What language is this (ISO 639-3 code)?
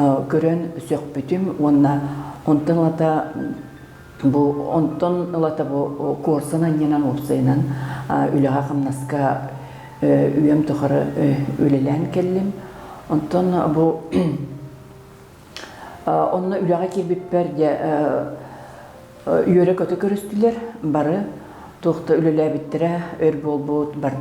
sah